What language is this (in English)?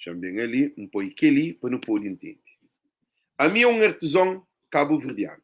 Kabuverdianu